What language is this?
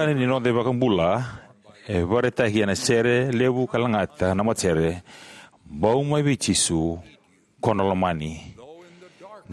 Fijian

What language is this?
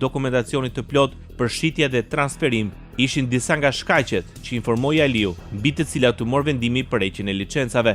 Albanian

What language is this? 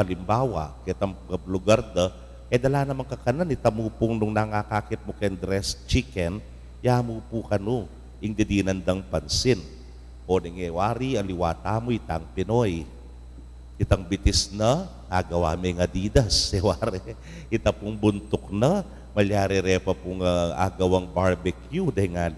Pampanga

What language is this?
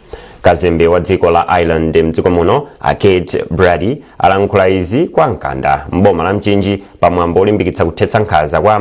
Nyanja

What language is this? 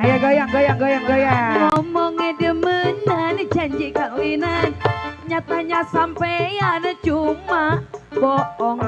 Betawi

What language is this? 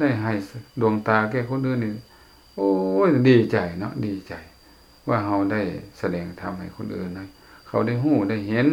Lao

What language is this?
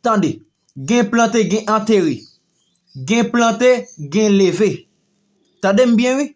Haitian Creole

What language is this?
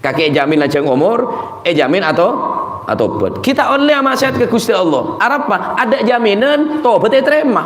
Madurese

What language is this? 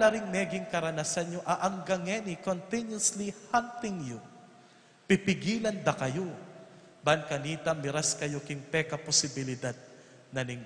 Pampanga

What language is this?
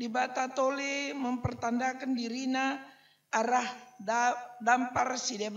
Batak Karo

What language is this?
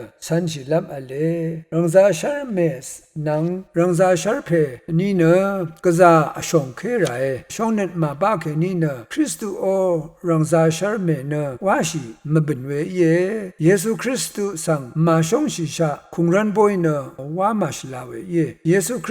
Rawang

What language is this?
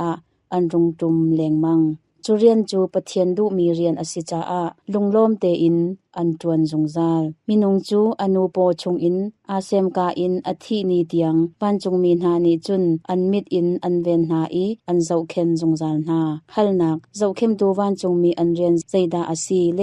Hakha Chin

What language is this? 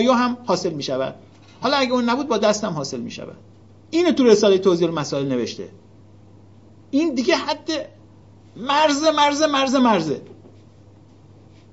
Persian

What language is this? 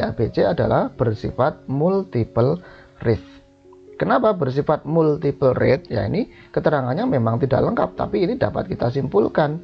Indonesian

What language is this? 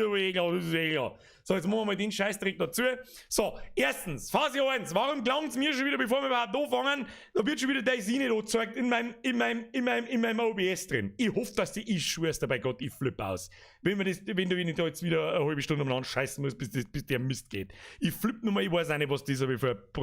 Bavarian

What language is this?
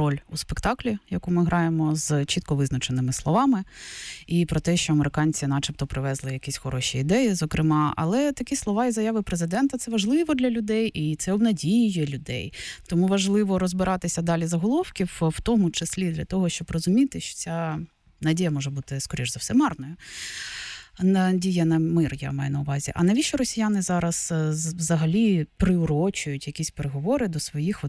Ukrainian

